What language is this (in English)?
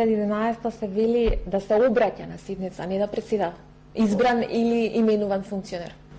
Macedonian